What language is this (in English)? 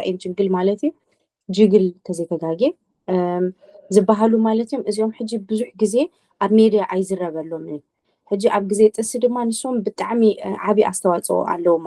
Tigrinya